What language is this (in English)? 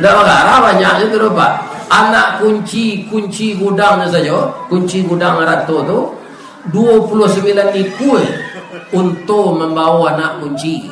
Minangkabau